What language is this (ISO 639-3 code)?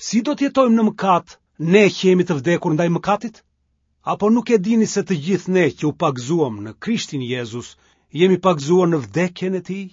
sqi